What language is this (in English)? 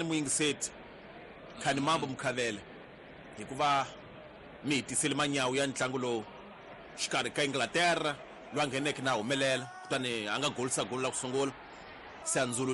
Tsonga